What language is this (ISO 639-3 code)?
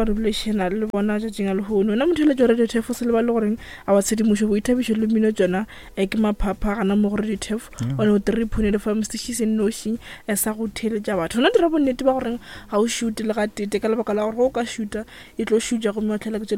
nso